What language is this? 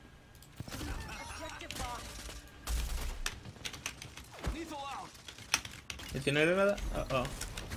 Spanish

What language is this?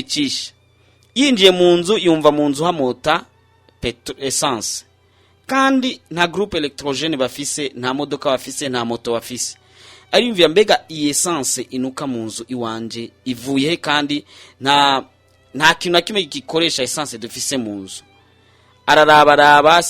Rundi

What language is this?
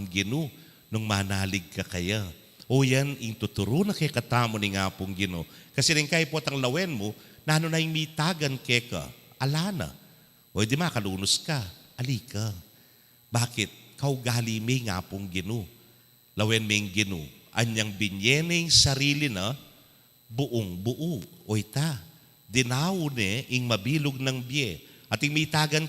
Pampanga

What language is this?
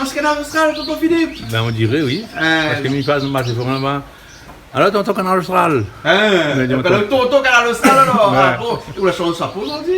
Réunion Creole French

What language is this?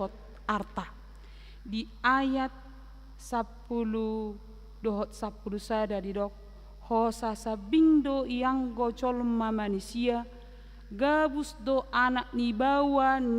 Batak Toba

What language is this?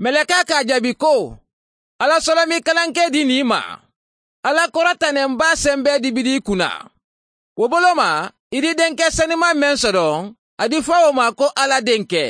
Mandingo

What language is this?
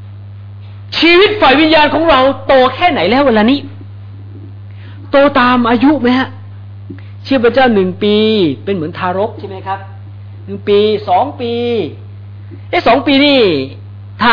Thai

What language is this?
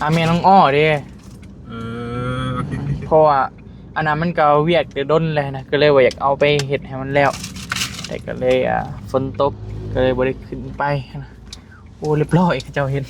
Northeastern Thai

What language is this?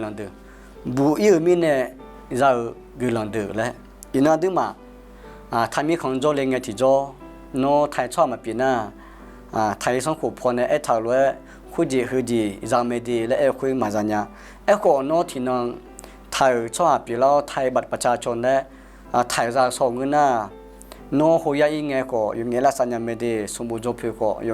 Akha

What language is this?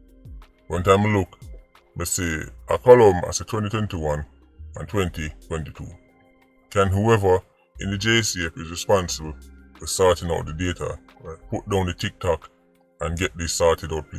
Jamaican Creole English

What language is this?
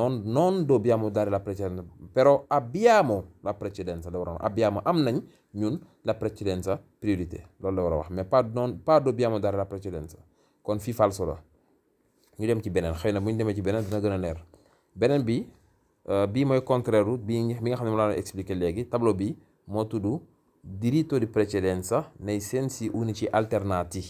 Wolof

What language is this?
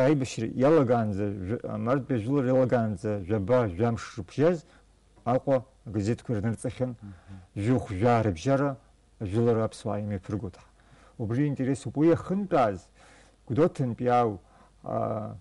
Abkhazian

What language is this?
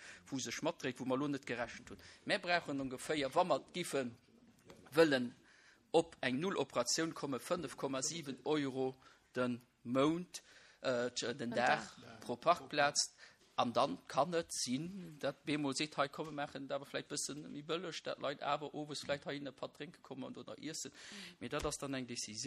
Luxembourgish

